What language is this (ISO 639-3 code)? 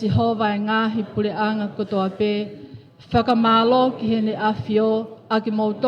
ton